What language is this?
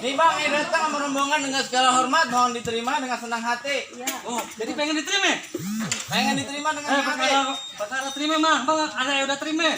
Betawi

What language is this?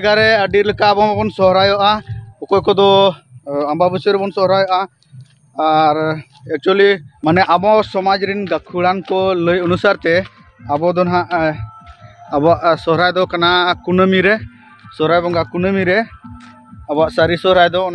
Santali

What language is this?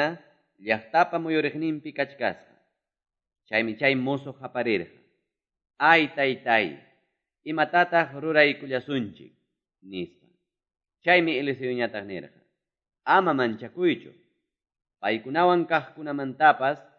Quechua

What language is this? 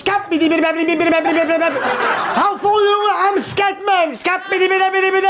Dutch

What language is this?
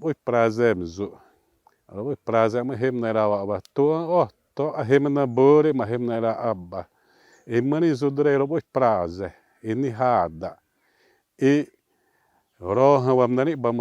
Xavánte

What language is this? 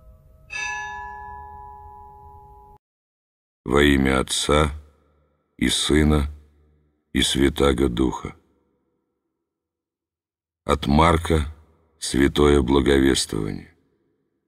Russian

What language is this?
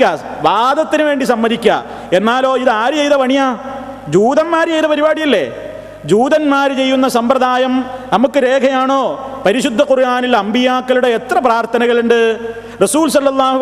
Malayalam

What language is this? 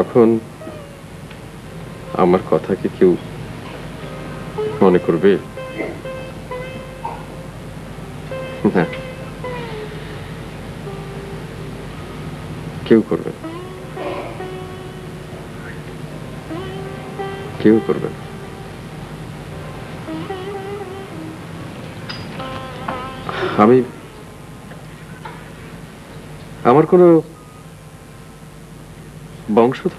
Bangla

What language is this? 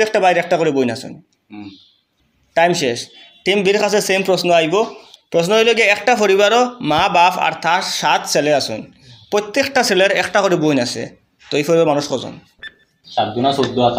Sylheti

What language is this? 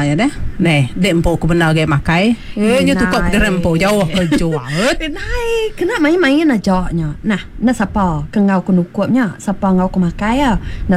Iban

